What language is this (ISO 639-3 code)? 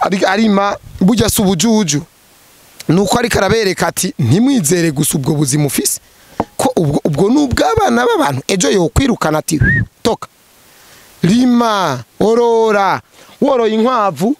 run